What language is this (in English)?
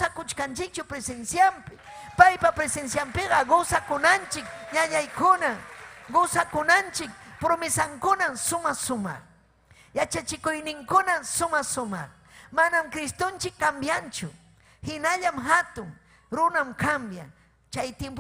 Ayacucho Quechua